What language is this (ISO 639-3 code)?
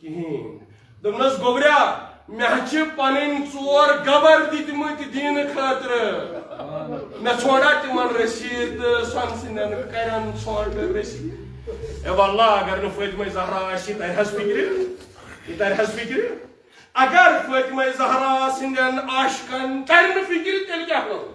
kas